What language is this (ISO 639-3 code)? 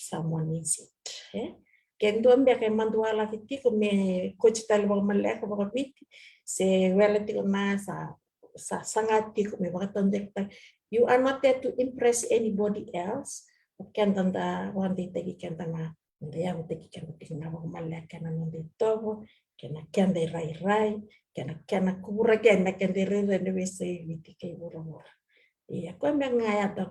fij